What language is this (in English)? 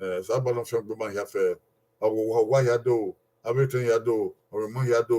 Bini